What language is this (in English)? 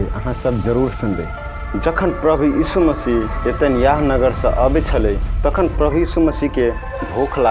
Maithili